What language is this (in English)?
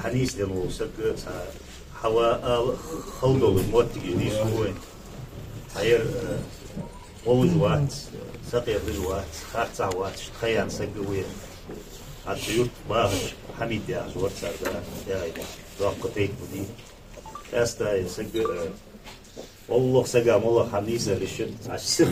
Ingush